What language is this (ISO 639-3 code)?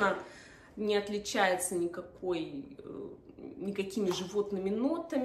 rus